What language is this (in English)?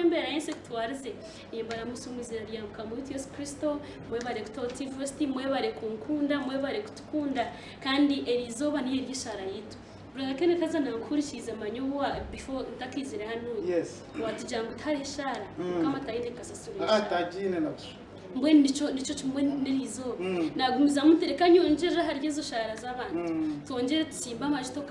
Nyankole